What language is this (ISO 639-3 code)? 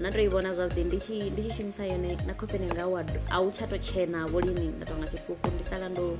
ven